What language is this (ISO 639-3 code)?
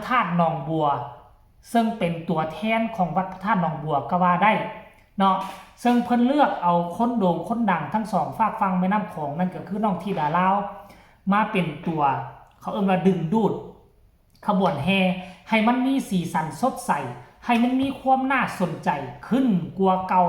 tts